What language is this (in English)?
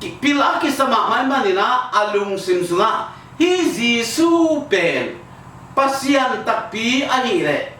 Tedim Chin